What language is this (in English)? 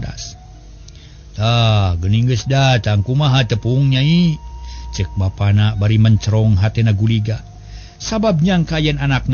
Sundanese